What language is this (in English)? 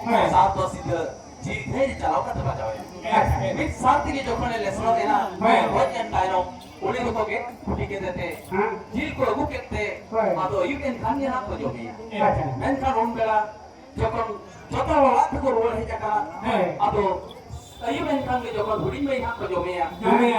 Santali